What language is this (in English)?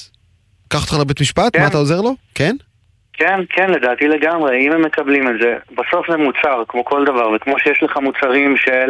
Hebrew